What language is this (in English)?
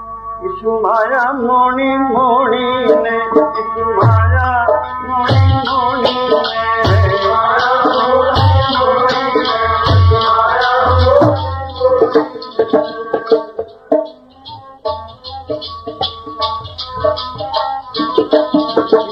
Punjabi